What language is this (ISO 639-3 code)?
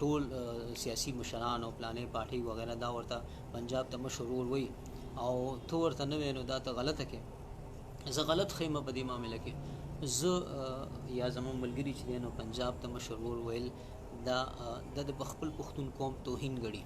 pus